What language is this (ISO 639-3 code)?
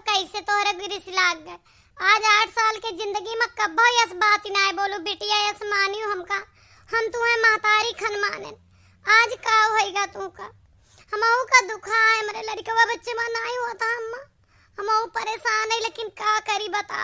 awa